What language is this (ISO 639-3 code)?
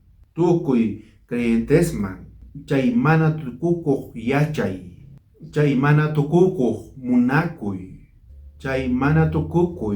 quh